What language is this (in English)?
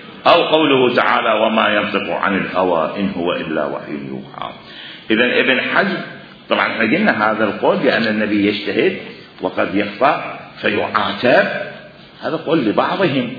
Mesopotamian Arabic